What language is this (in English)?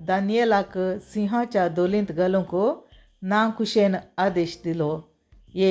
Konkani